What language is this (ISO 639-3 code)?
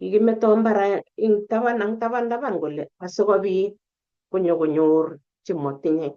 kln